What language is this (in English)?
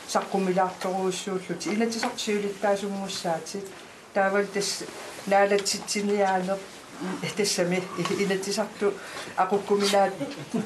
Kalaallisut